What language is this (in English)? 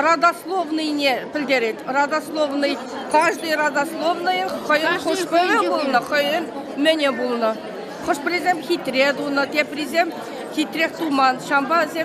Chuvash